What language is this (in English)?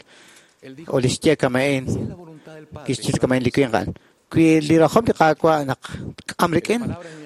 Kekchí